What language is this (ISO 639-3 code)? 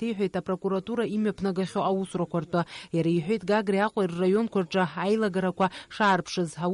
abk